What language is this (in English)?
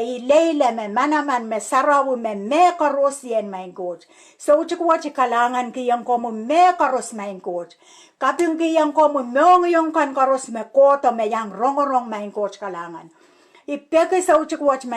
Pohnpeian